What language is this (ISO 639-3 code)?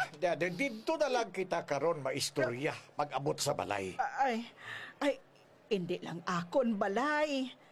hil